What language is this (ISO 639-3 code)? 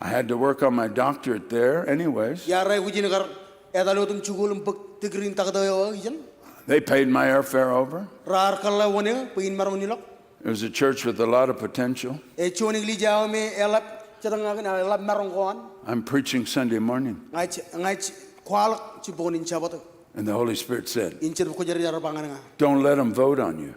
mah